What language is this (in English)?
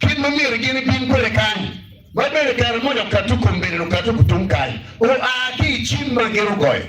Acoli